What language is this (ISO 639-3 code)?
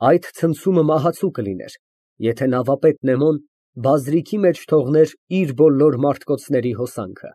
hye